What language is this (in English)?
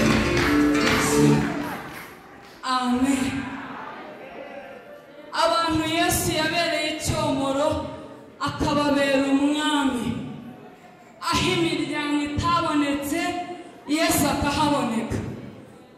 Kinyarwanda